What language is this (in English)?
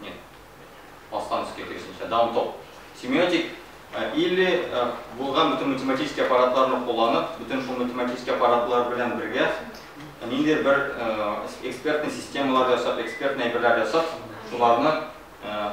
Tatar